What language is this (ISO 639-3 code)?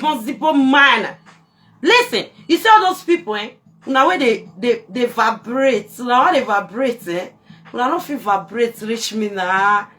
pcm